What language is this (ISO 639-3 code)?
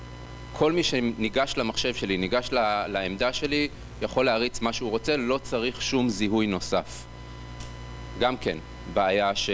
heb